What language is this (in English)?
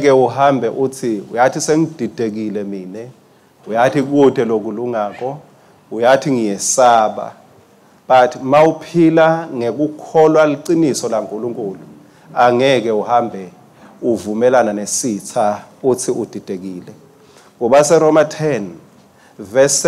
Swati